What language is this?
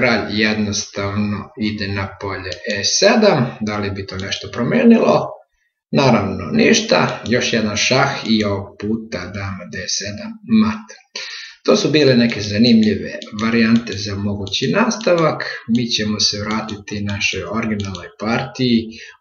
Serbian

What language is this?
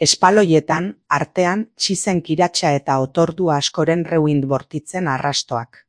Basque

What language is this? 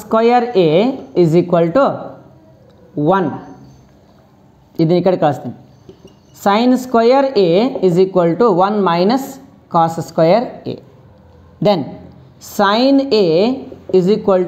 Kannada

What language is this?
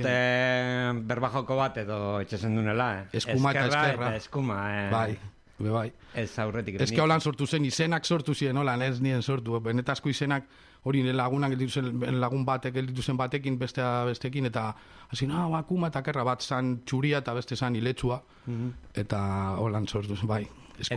Basque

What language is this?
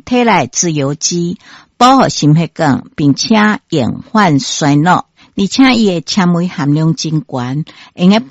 Min Nan Chinese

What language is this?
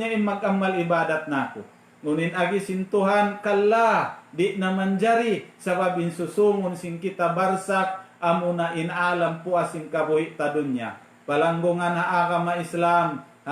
Tausug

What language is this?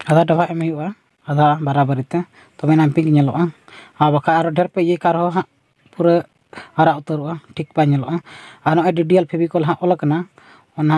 Santali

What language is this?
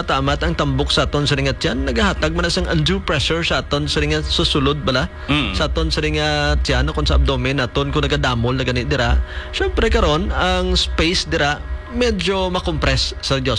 Hiligaynon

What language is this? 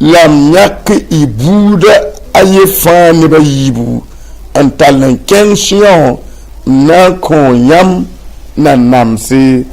Mossi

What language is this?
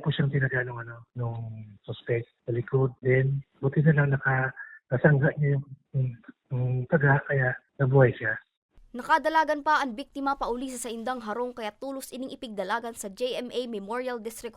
Bikol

